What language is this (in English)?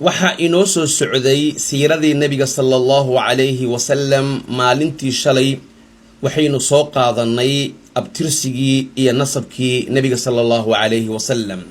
Somali